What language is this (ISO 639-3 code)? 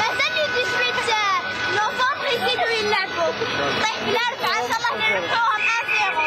arq